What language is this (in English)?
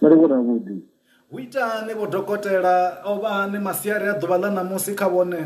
Venda